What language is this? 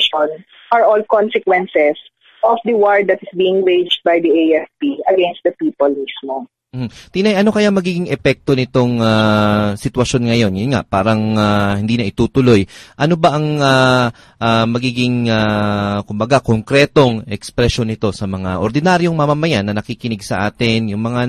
Filipino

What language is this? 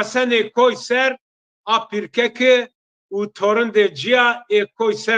Zaza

